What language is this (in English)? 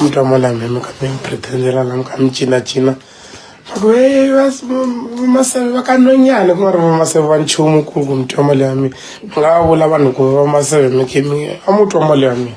Tsonga